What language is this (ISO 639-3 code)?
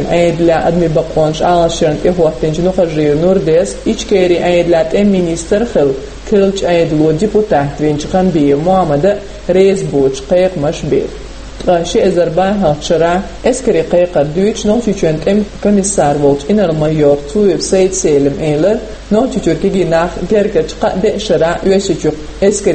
che